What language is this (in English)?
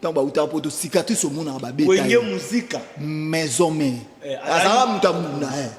Lingala